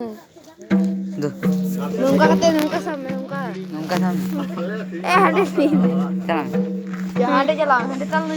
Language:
Santali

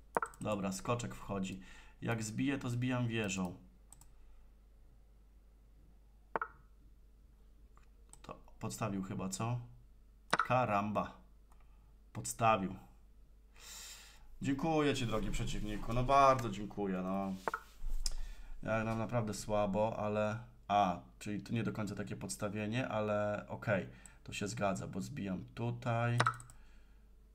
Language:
Polish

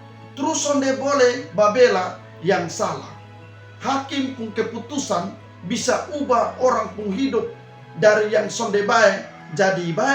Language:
Kupang Malay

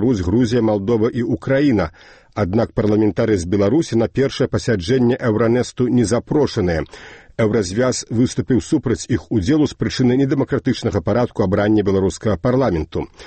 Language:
Belarusian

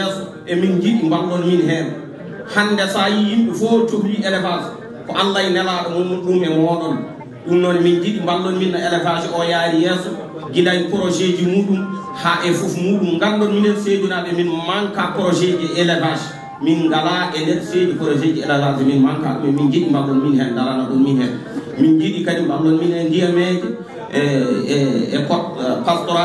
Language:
Fula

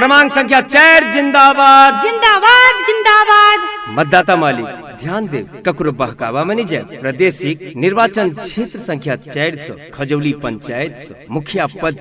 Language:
Maithili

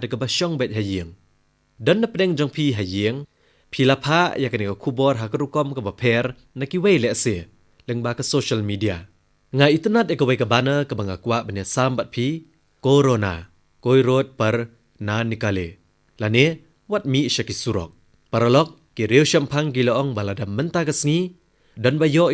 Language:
Khasi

